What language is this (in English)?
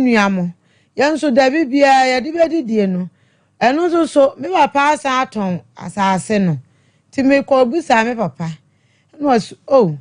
Akan